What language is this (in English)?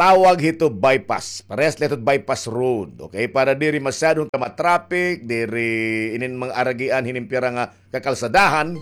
Waray